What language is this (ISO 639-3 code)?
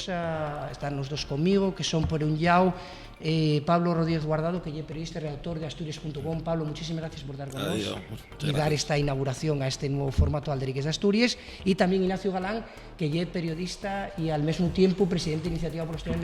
ast